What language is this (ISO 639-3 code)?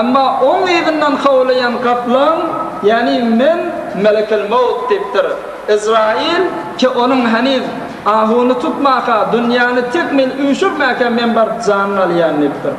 tuk